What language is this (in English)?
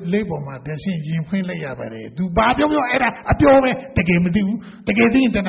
Burmese